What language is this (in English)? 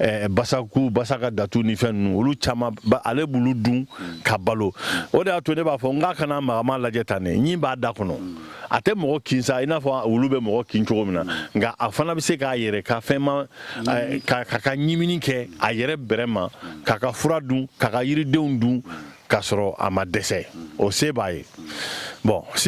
Bambara